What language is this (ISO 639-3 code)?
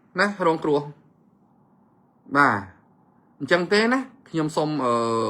khm